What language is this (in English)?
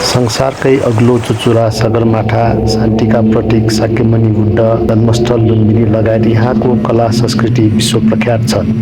Nepali